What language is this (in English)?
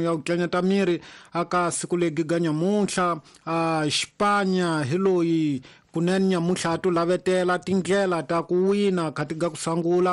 Tsonga